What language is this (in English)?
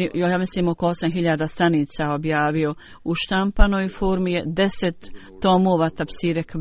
Bosnian